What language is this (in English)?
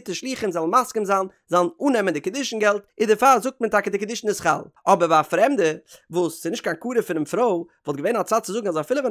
Yiddish